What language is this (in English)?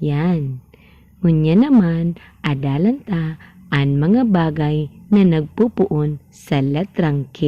Bikol